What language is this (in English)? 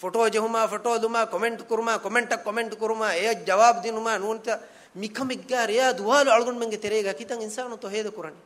Divehi